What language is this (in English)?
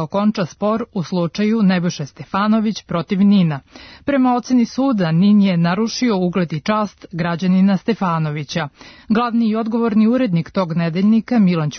Serbian